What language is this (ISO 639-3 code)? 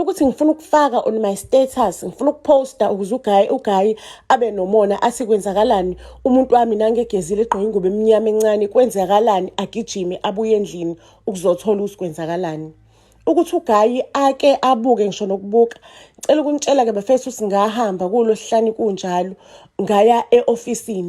zul